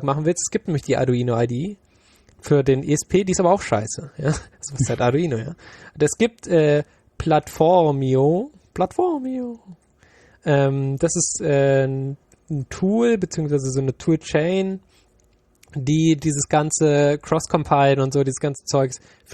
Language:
German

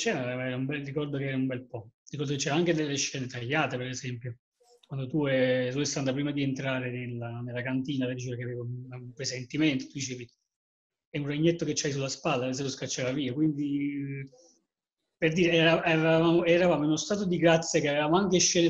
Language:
Italian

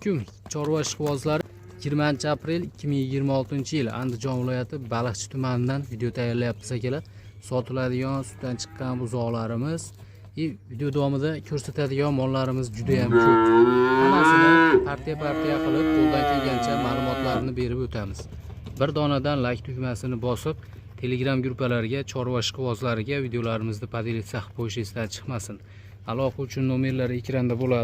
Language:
Uzbek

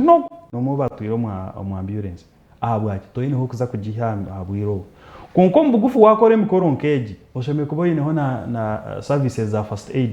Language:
Nyankole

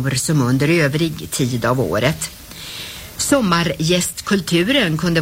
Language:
Swedish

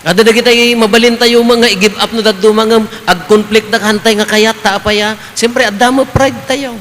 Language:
Iloko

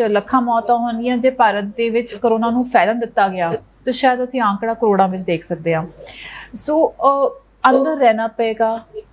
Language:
Punjabi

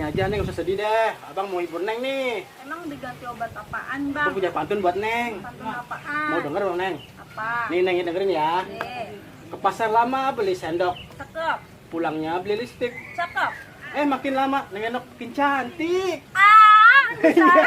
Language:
Betawi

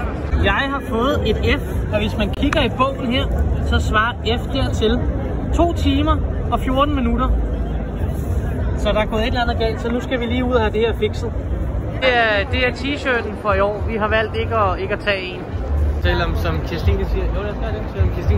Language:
Danish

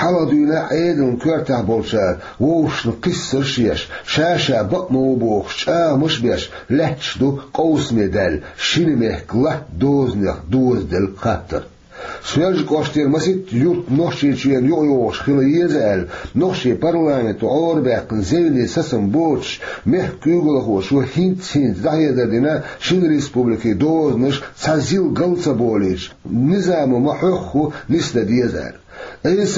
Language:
Chechen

